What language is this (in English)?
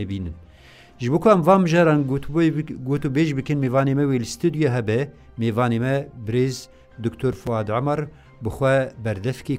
Kurdish